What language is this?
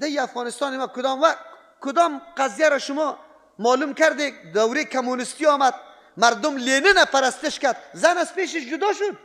Persian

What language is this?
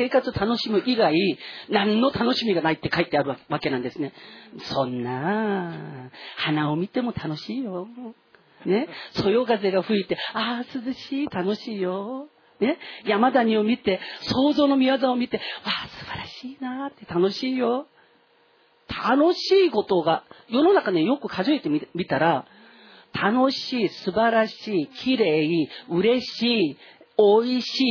Japanese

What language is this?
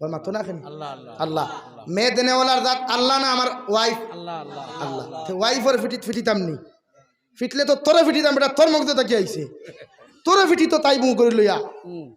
Sylheti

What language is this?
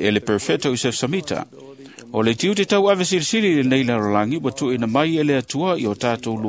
Samoan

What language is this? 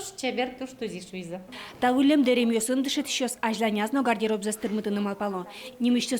Udmurt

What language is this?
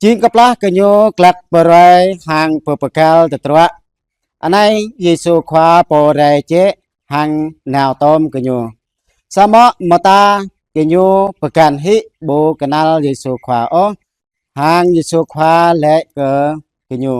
Jarai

